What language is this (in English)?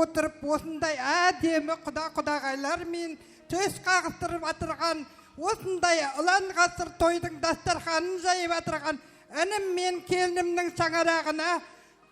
Kara-Kalpak